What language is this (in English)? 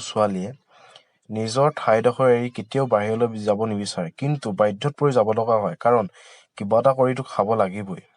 Assamese